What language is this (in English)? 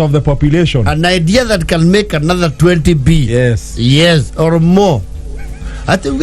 Kikuyu